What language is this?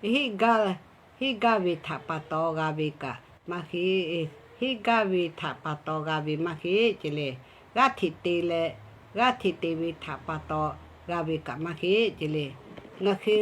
Lahu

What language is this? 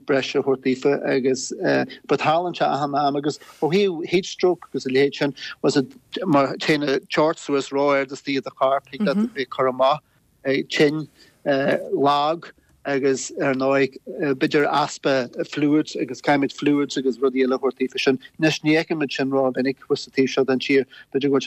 Irish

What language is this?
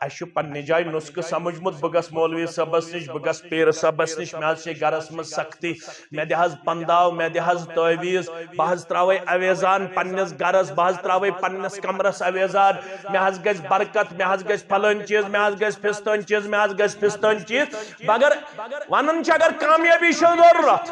Kashmiri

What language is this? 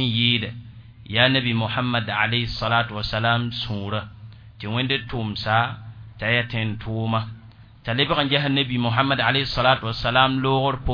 Mossi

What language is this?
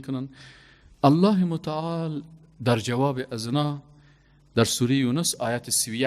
Persian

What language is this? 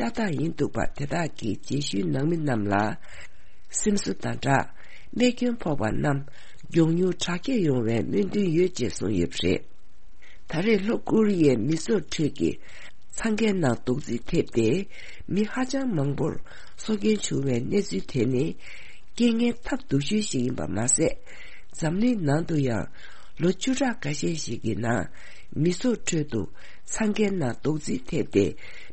Tibetan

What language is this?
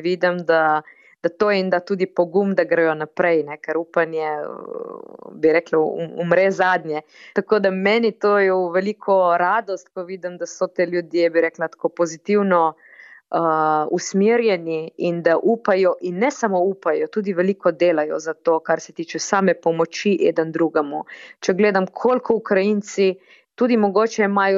Slovenian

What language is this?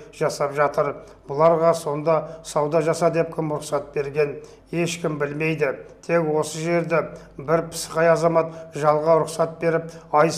Kazakh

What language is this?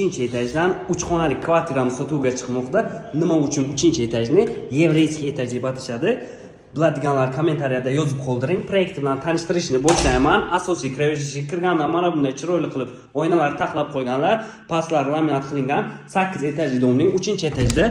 Uzbek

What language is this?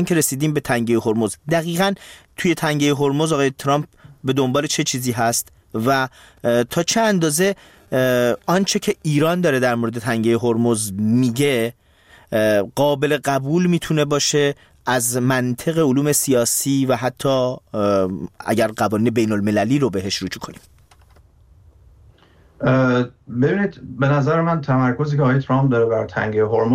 Persian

